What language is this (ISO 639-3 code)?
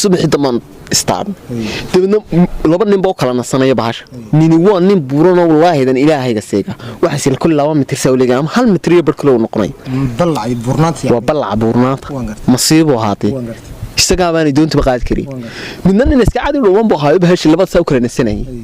som